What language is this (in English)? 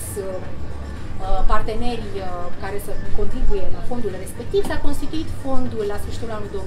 Romanian